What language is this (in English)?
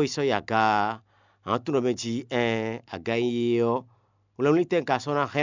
Fon